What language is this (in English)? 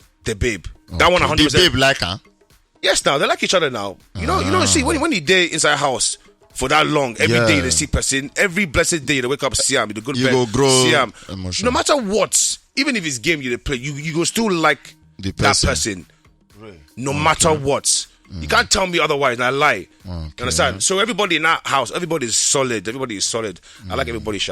Nigerian Pidgin